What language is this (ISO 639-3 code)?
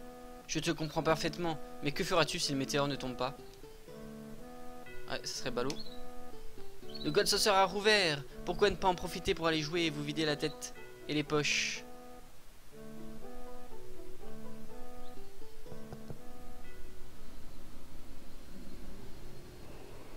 fra